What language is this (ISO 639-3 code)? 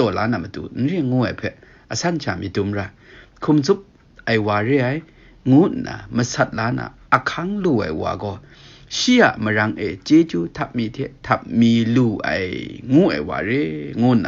kac